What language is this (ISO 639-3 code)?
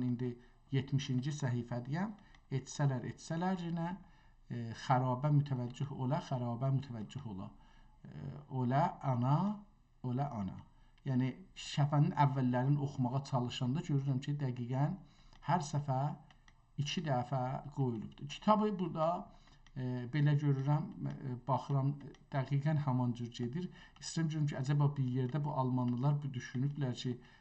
azb